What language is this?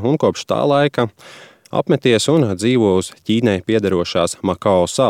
Latvian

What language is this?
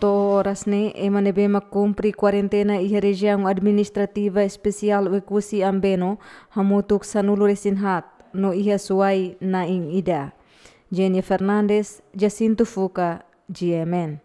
Tetum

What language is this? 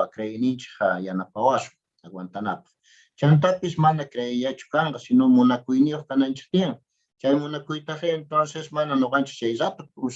South Bolivian Quechua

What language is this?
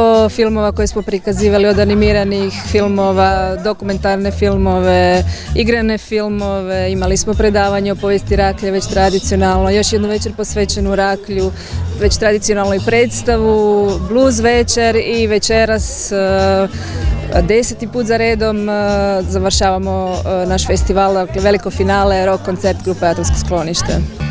Croatian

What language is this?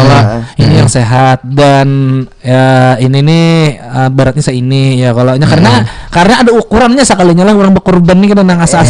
Banjar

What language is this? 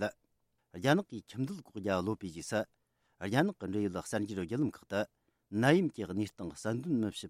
Tibetan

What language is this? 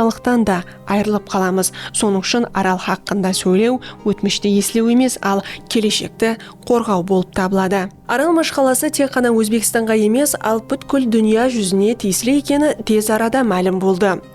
Kara-Kalpak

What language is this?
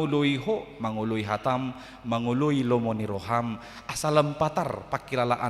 Batak Toba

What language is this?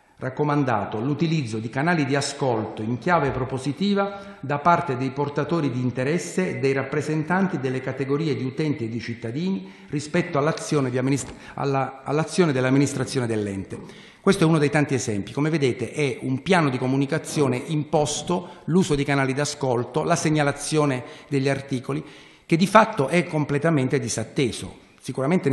Italian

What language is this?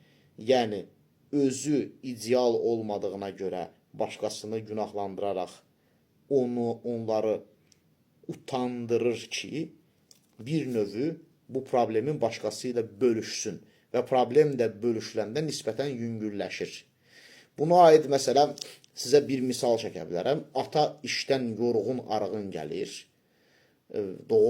Azerbaijani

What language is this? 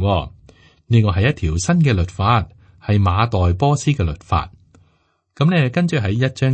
Cantonese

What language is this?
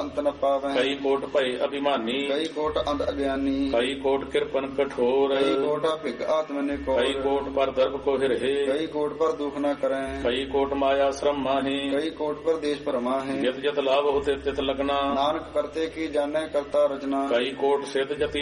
Punjabi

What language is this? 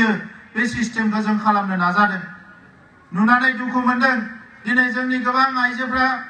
Bodo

